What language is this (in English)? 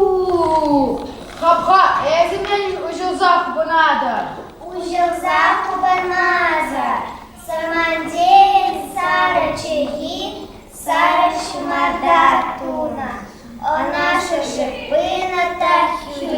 Chuvash